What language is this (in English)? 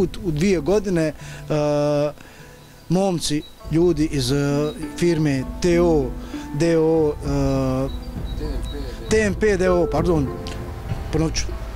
Bosnian